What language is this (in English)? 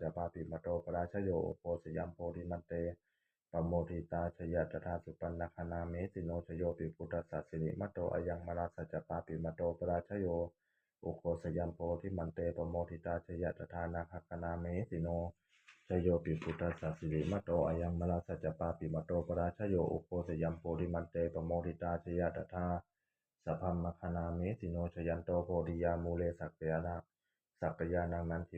Pali